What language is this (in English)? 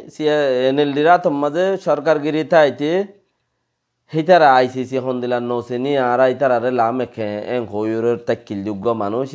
Rohingya